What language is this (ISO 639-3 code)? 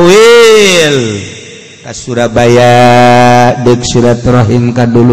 sun